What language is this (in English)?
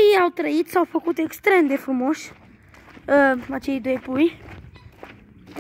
Romanian